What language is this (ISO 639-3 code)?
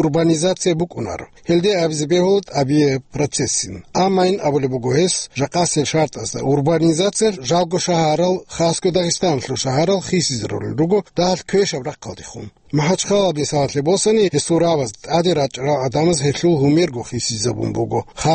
ava